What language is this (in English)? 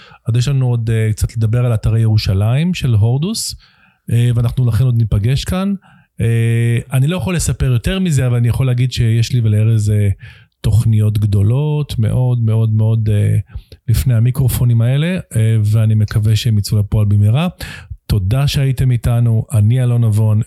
Hebrew